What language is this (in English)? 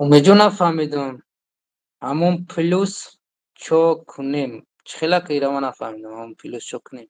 Tajik